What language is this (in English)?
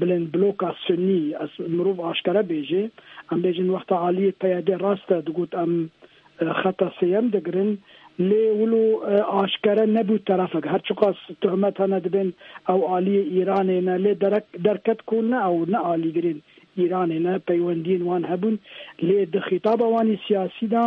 Kurdish